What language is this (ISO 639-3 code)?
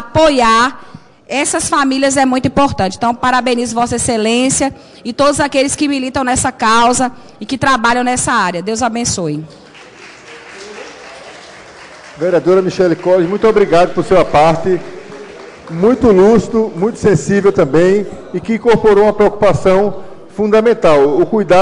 por